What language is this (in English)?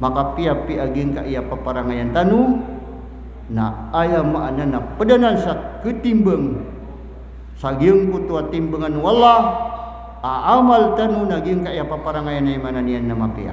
Maranao